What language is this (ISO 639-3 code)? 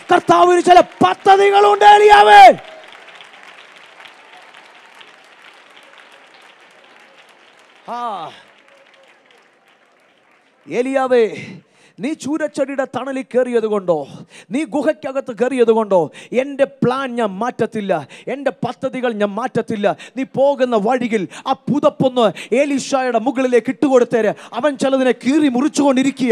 mal